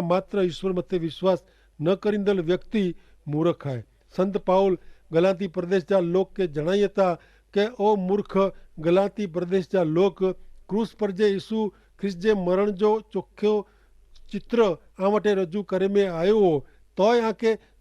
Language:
Kachhi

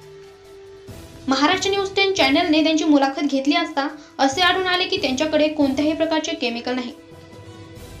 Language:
Marathi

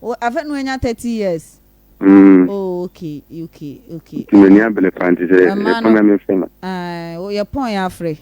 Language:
Akan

